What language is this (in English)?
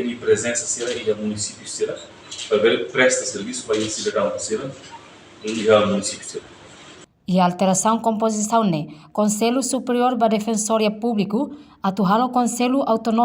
Tetum